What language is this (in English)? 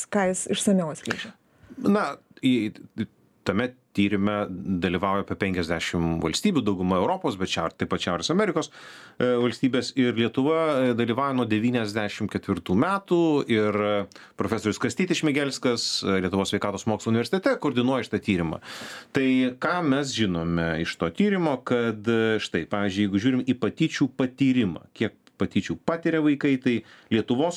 Lithuanian